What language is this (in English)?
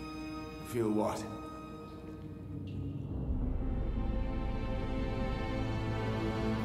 German